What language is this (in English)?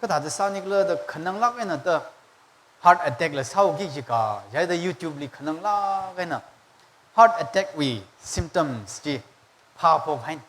Tangkhul Naga (India)